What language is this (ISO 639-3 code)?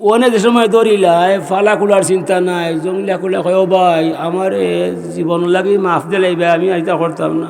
syl